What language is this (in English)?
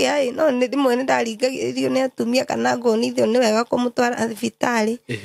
Kikuyu